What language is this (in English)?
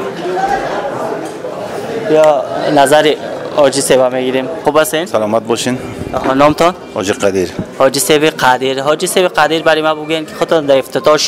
Persian